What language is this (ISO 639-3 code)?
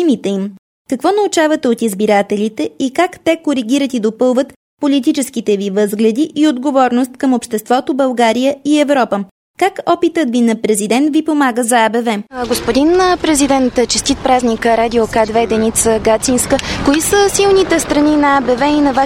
bul